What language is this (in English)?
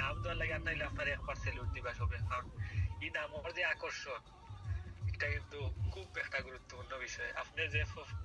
Sylheti